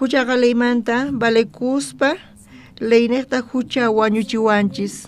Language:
South Bolivian Quechua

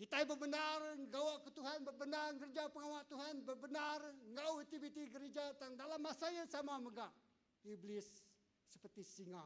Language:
Iban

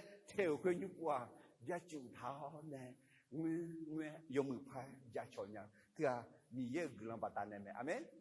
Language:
Akha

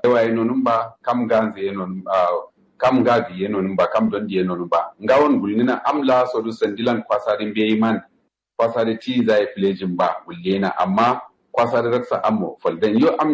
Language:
Kanuri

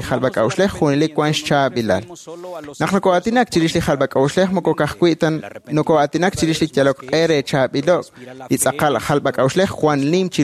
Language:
Kekchí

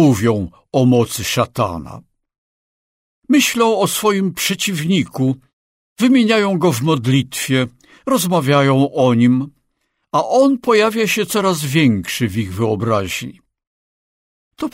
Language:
Polish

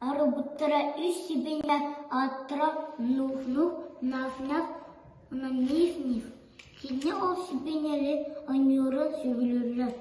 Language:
Yakut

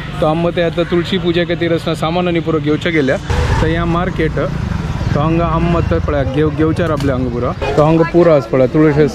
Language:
Konkani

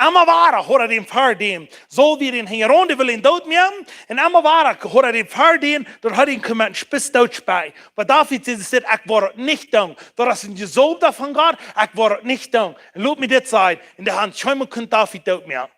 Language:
Plautdietsch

